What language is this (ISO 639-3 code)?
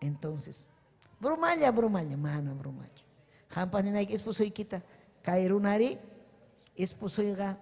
quy